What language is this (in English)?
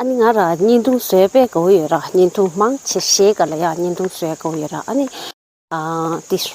Tibetan